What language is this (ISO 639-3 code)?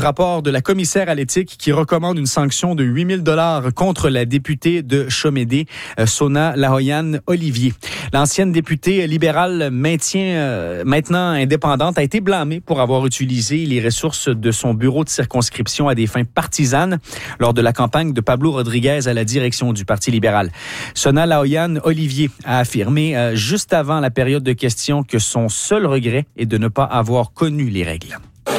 fra